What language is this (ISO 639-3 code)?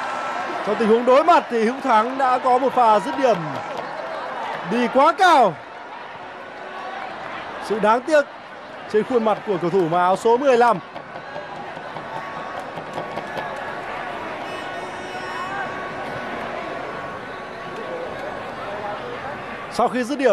vie